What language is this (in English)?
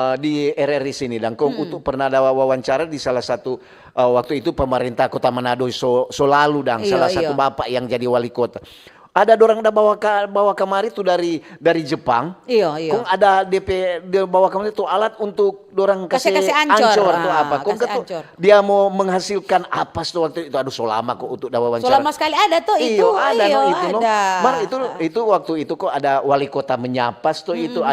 Manado Malay